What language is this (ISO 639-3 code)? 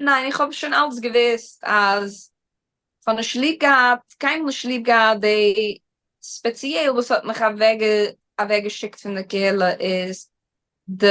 yid